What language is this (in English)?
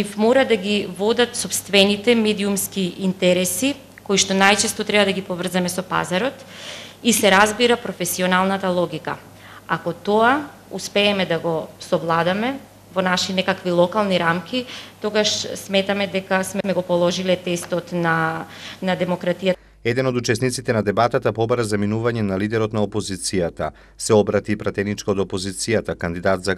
Macedonian